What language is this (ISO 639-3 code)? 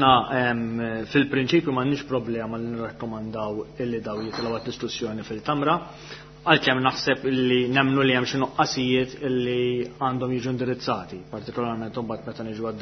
mlt